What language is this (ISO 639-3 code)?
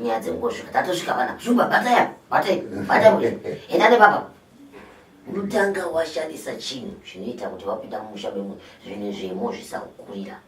sna